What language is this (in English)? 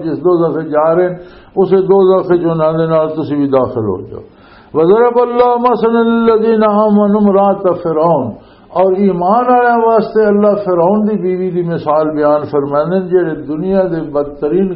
Western Panjabi